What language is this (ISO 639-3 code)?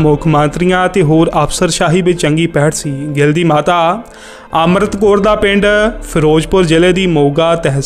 pan